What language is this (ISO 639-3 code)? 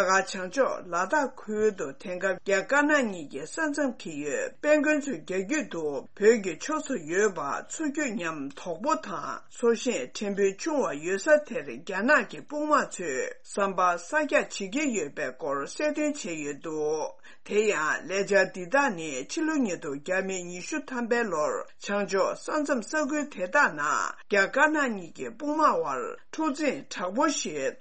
bod